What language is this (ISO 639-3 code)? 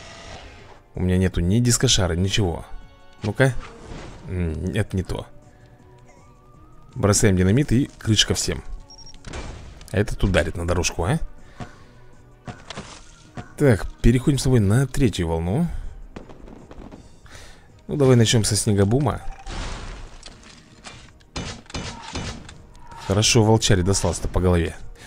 rus